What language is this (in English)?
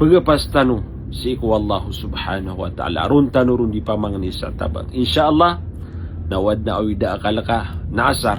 Maranao